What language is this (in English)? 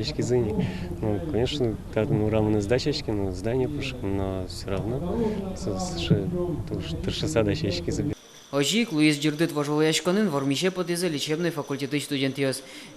Udmurt